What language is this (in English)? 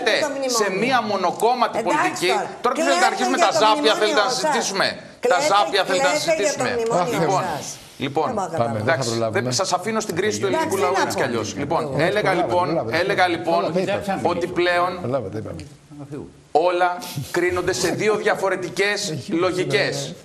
Greek